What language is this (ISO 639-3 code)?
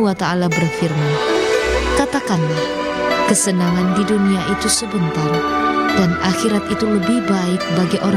bjn